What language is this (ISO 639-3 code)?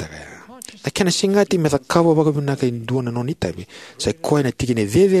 fij